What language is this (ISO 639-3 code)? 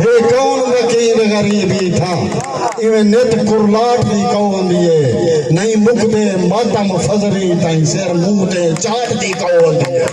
skr